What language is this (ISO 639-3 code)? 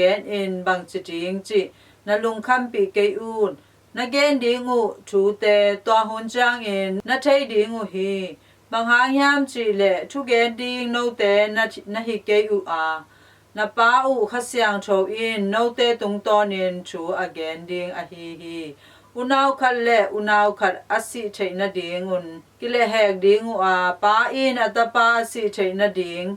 ctd